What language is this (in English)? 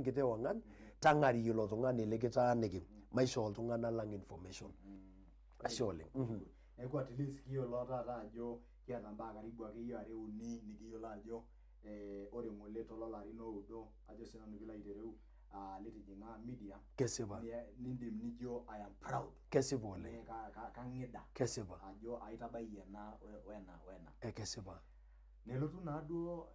Masai